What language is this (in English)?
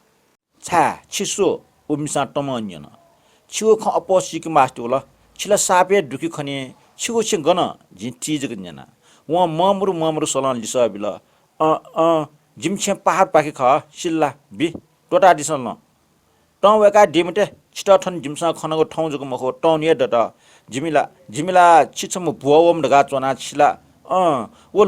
Newari